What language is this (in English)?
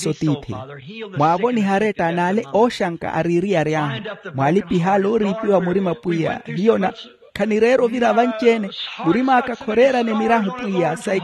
Makhuwa